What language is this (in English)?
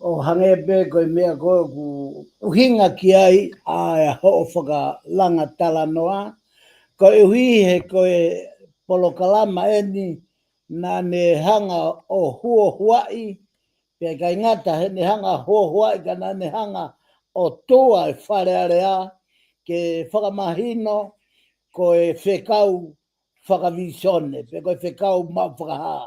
Tongan